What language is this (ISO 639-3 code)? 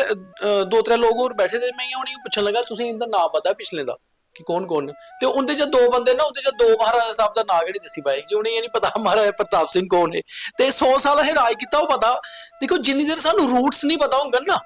doi